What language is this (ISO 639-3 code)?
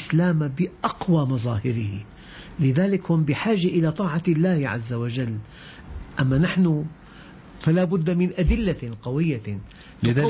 ara